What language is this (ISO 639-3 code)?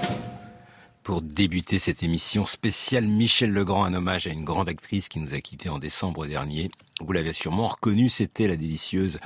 fra